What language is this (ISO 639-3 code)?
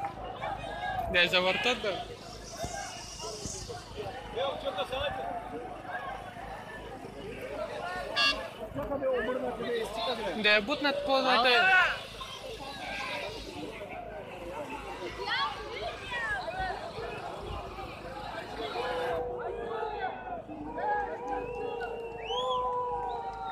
bul